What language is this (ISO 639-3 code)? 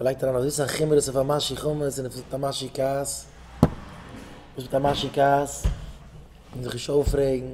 yid